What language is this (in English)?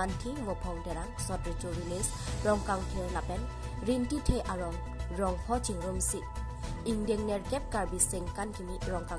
Karbi